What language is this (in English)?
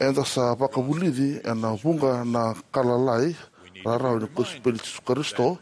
Fijian